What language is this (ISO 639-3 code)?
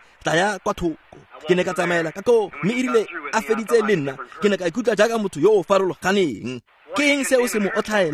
tsn